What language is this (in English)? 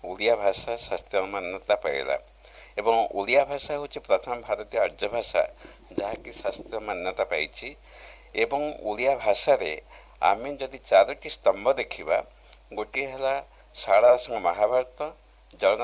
Odia